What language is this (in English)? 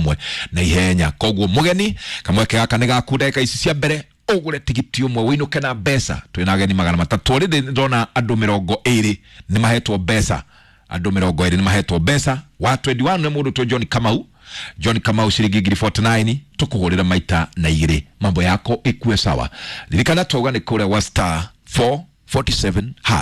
Kikuyu